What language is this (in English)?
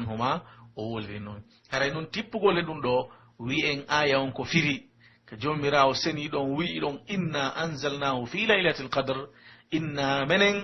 Pular